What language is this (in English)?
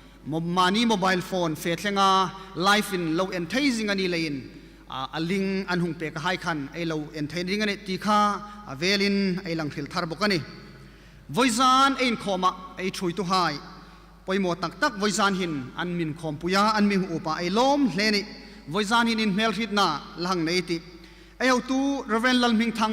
Hmar